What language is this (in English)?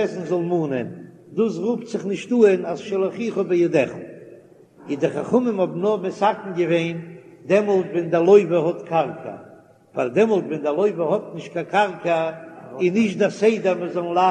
Yiddish